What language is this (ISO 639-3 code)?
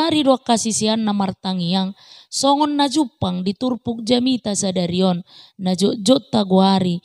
bbc